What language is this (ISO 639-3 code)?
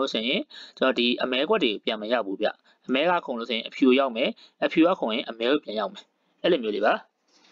mya